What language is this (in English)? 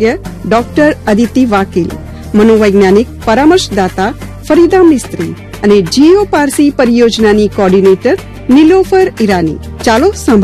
Gujarati